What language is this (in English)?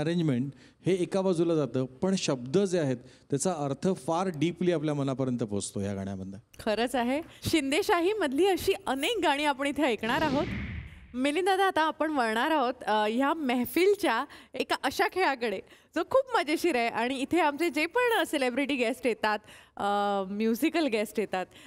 Marathi